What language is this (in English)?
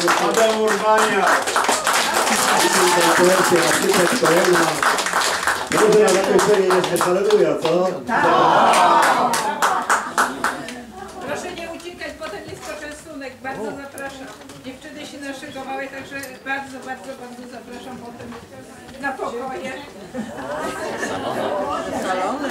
Polish